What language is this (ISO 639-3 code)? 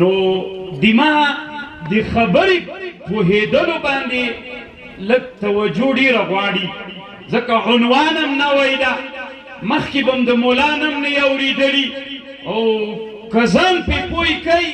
pus